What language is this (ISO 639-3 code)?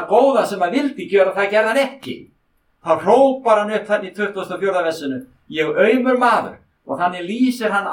isl